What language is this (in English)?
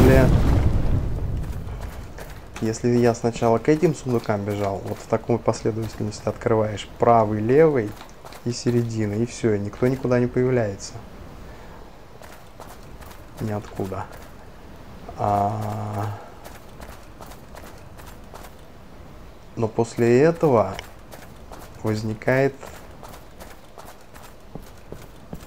Russian